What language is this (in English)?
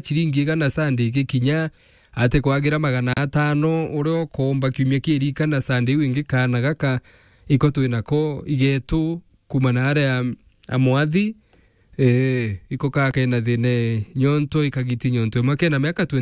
Meru